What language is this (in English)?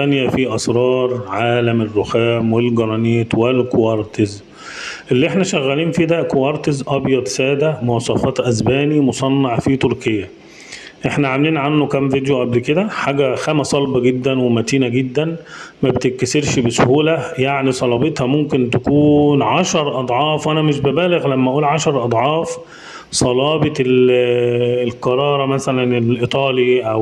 Egyptian Arabic